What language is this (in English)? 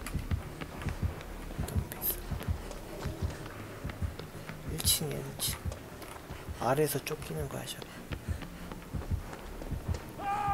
Korean